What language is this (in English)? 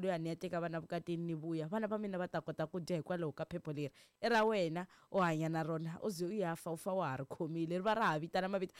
Tsonga